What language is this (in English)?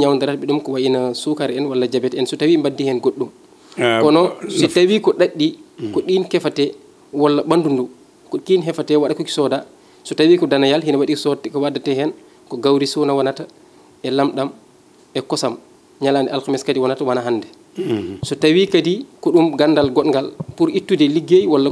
Fula